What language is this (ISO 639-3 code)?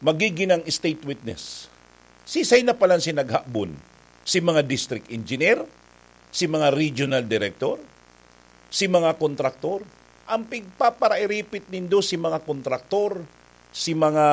bik